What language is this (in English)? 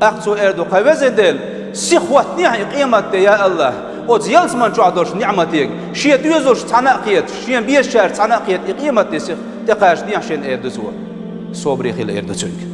Chechen